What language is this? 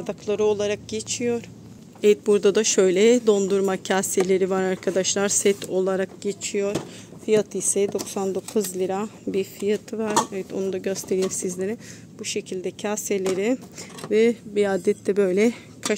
Turkish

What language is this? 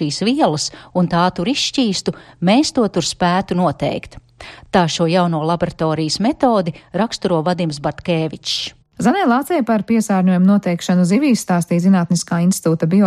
Latvian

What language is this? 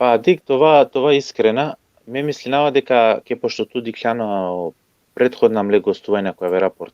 Balkan Romani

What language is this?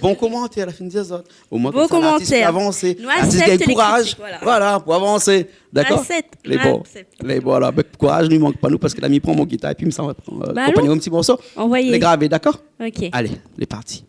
Réunion Creole French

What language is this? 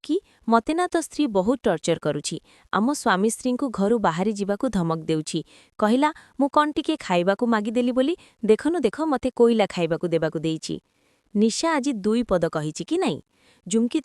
Odia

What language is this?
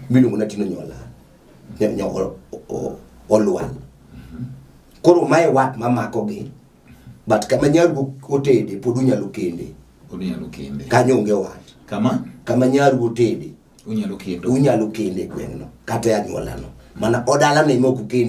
Luo (Kenya and Tanzania)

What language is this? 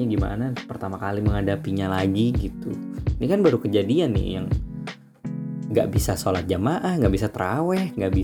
Indonesian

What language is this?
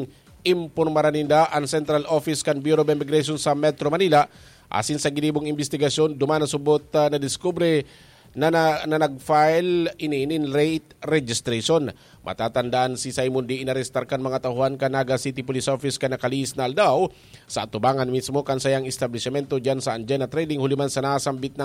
Bikol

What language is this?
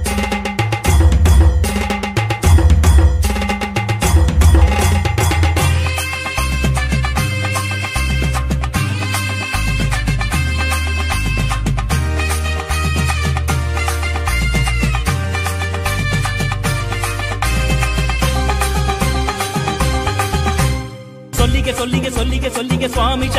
Kannada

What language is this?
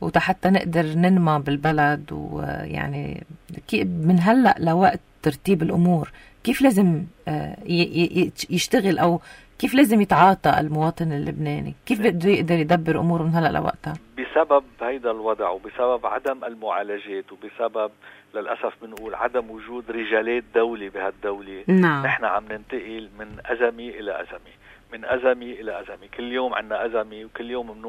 North Levantine Arabic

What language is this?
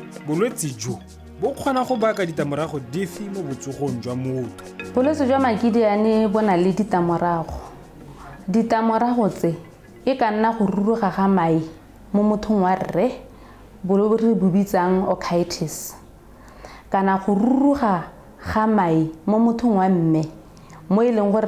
Tswana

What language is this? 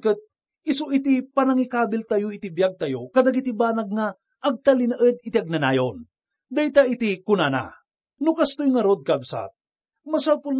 Iloko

